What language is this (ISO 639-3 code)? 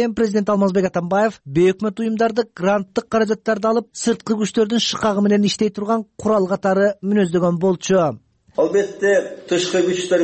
kir